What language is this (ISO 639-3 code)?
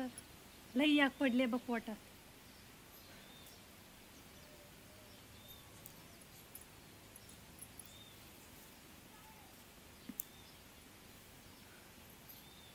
mar